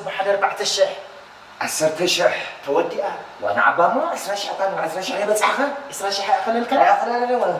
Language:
Tigrinya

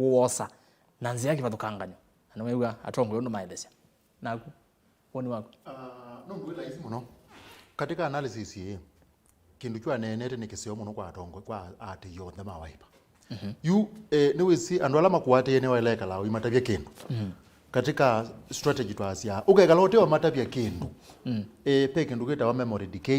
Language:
Kamba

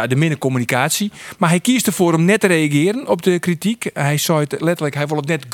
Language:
Western Frisian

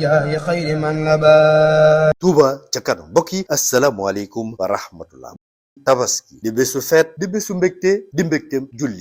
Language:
Wolof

